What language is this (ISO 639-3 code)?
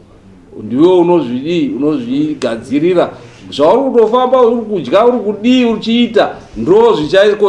sna